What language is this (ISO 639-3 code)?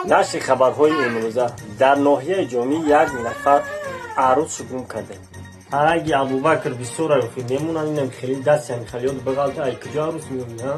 tgk